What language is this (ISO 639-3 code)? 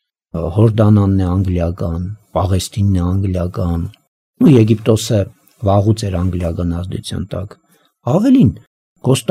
hye